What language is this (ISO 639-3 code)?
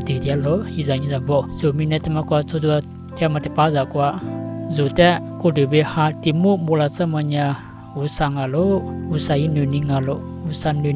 lis